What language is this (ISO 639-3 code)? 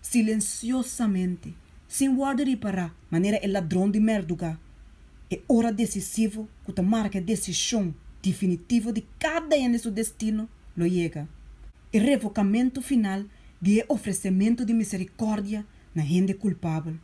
pap